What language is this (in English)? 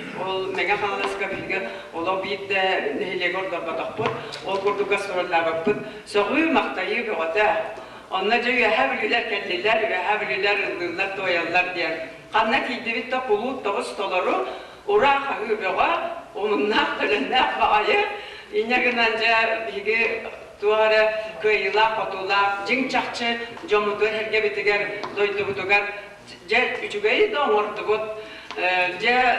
Yakut